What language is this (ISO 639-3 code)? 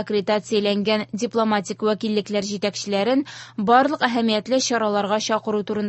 tat